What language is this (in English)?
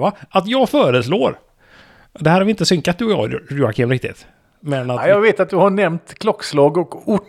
Swedish